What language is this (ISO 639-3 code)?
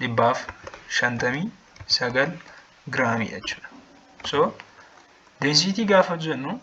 orm